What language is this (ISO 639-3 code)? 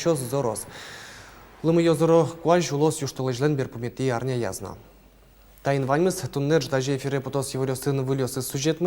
udm